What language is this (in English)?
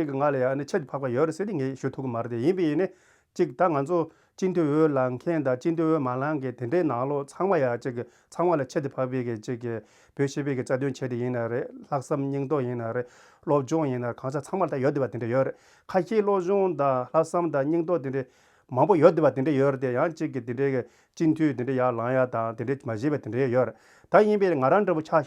Tibetan